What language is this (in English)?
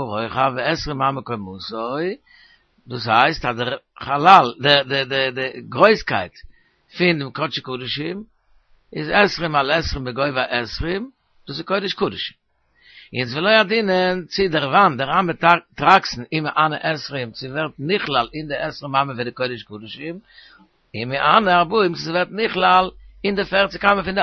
Yiddish